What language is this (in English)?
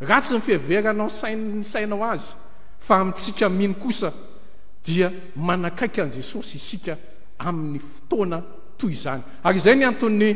Malagasy